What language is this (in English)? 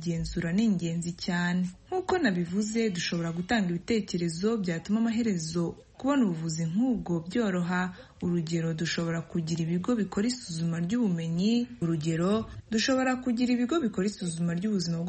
Kinyarwanda